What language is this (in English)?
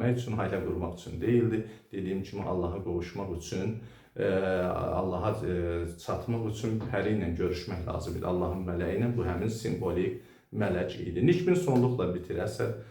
Azerbaijani